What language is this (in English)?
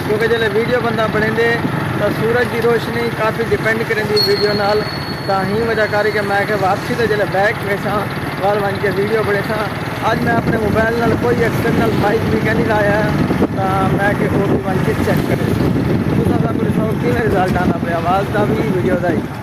Saraiki